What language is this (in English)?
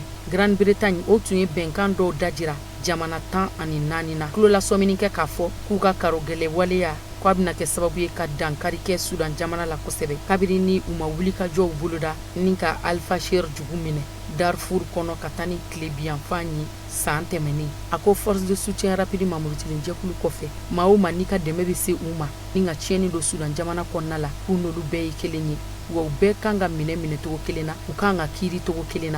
Bambara